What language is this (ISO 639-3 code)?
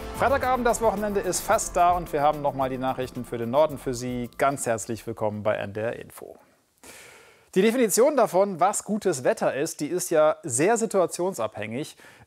deu